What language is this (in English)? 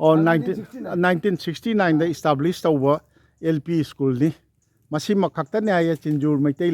Manipuri